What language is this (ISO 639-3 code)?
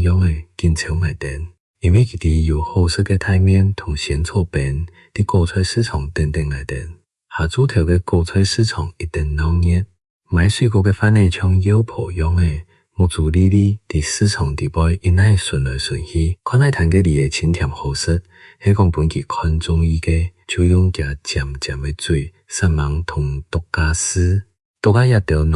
hak